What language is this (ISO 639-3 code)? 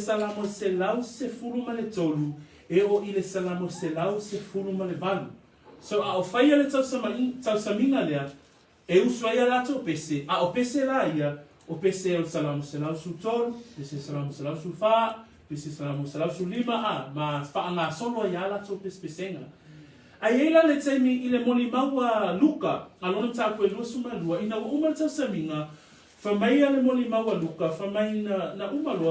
smo